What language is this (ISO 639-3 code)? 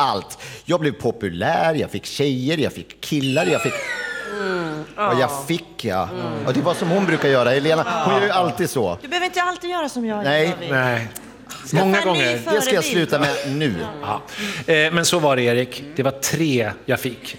swe